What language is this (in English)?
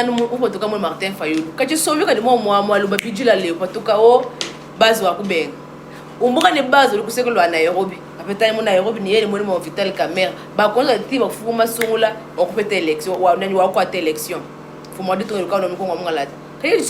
Luba-Lulua